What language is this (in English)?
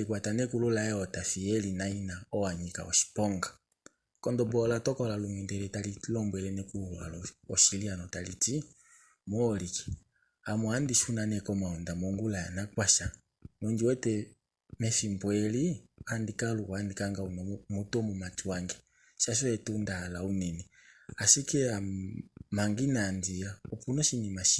Kuanyama